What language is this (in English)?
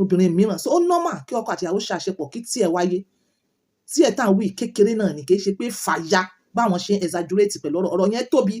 Yoruba